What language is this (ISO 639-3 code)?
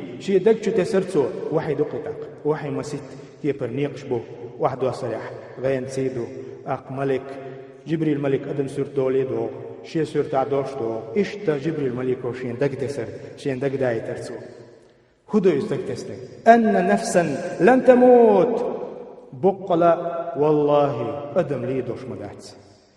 che